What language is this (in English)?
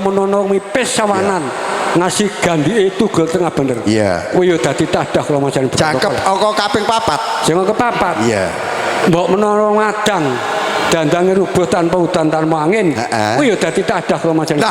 Javanese